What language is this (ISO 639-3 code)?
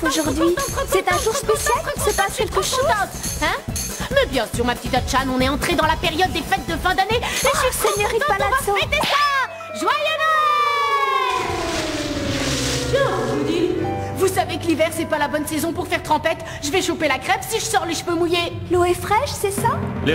fra